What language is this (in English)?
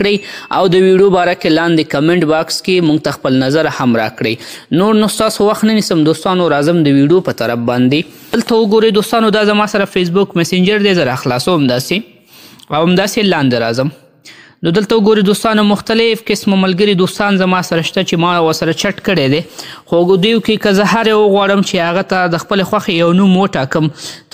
Pashto